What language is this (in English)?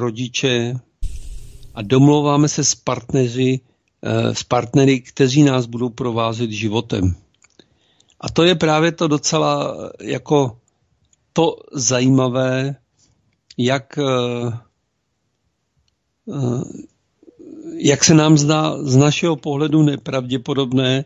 Czech